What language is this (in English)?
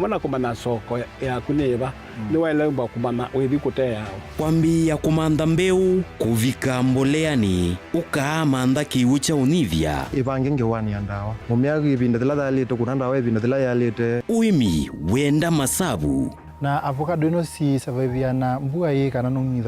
Kamba